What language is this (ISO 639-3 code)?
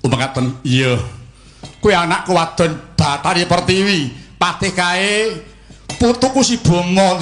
jav